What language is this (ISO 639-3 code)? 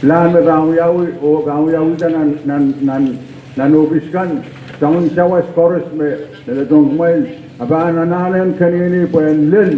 pon